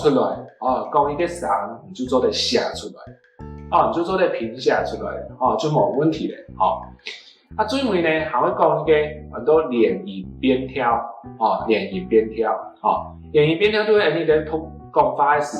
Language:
Hakka Chinese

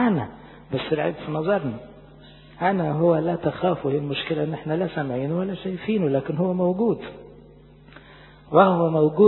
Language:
Egyptian Arabic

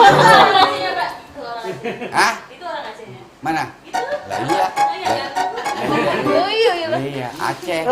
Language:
Betawi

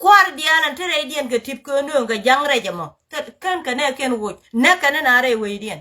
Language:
Nuer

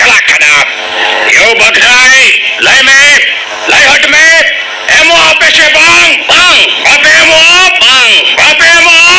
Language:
Santali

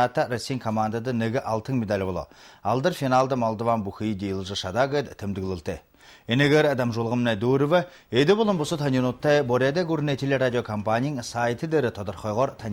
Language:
Buriat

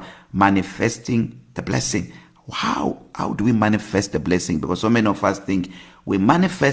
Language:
English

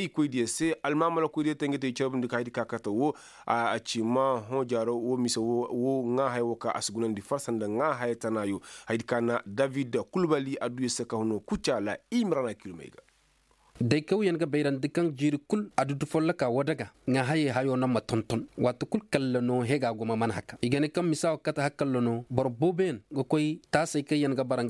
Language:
Koyraboro Senni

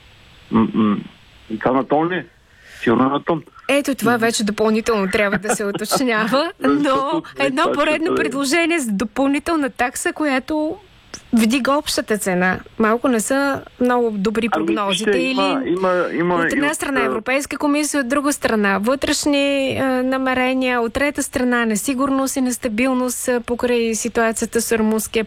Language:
Bulgarian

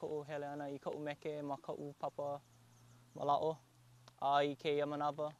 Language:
Hawaiian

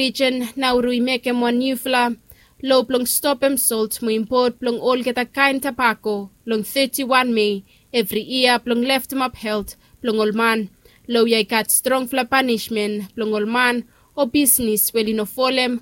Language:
Bislama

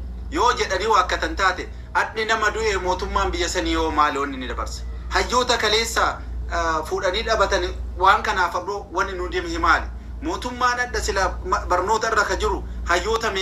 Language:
Oromo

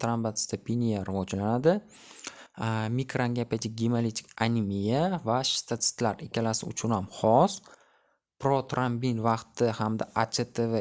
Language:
Uzbek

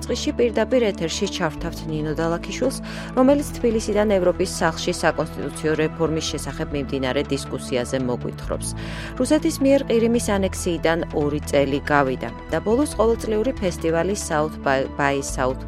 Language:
Georgian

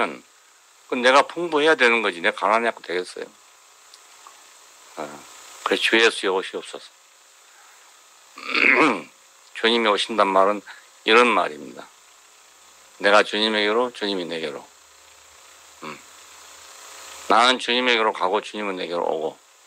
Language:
Korean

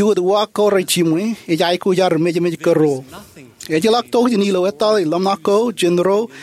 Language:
Marshallese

